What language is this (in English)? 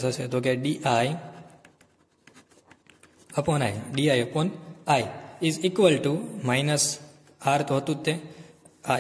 Gujarati